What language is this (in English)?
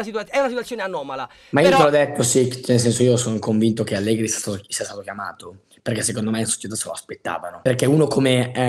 Italian